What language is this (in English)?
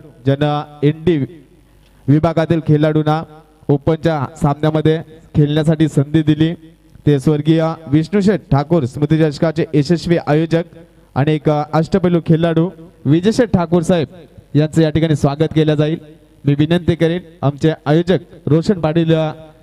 Marathi